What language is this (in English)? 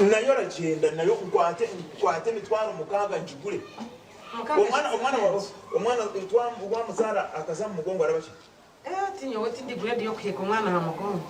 Nyankole